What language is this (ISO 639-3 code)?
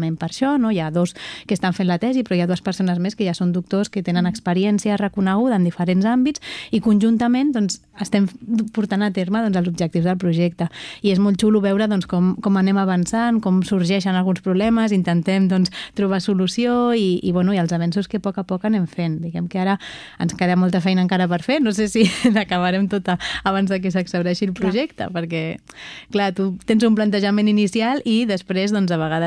cat